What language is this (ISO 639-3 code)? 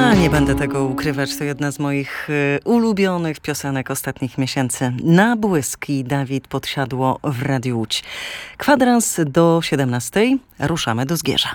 pol